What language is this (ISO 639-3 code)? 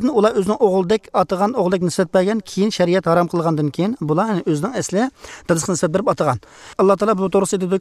uig